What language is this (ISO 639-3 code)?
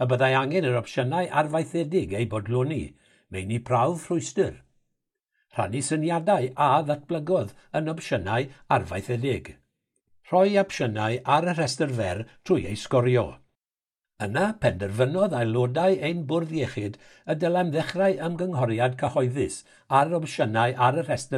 cym